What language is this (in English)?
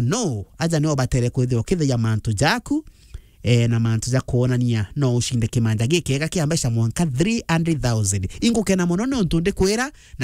Meru